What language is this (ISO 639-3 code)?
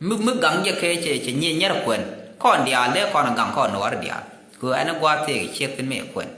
nus